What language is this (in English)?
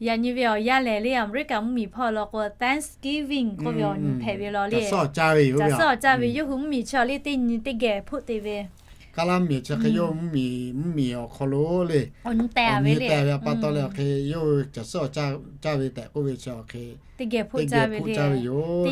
Lahu